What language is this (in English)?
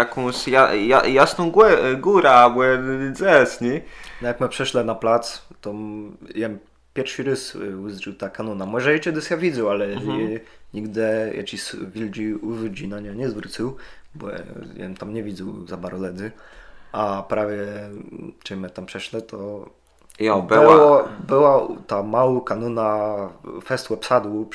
Kashubian